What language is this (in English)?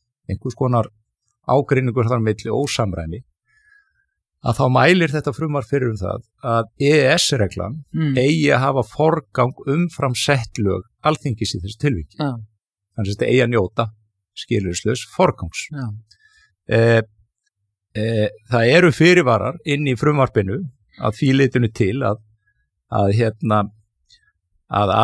Icelandic